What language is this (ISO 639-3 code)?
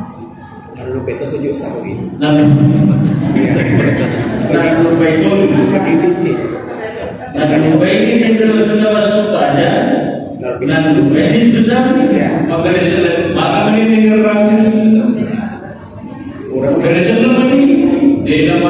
ind